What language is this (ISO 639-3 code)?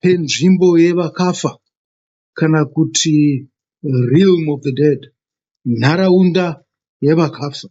sna